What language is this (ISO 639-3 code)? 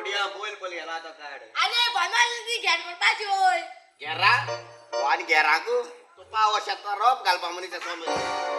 kok